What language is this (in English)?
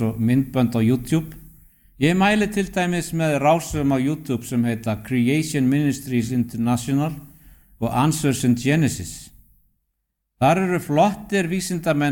Icelandic